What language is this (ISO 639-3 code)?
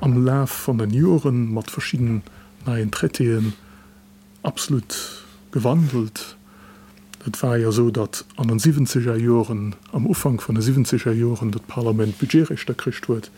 ltz